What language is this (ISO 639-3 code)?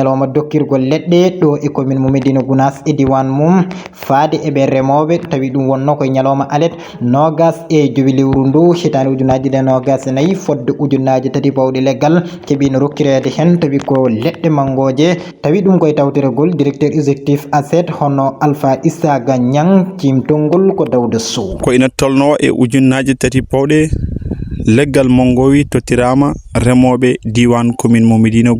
ful